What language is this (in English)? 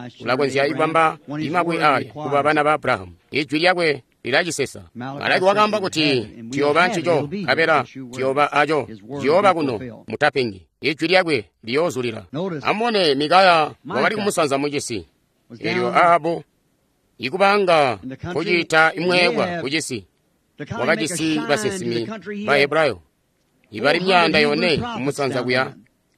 Tonga (Zambia)